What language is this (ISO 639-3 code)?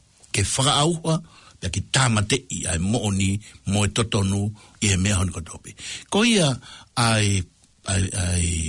ton